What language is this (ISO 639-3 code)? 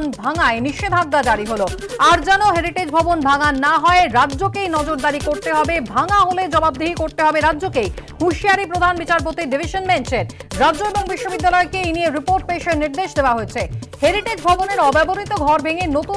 ben